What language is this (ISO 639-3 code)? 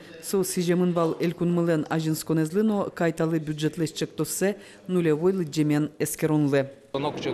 udm